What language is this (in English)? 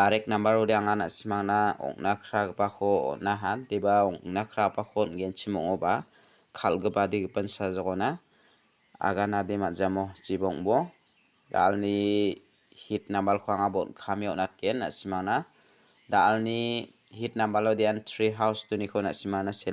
Garo